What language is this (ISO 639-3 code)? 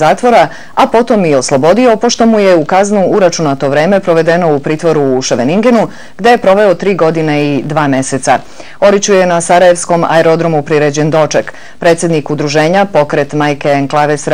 bos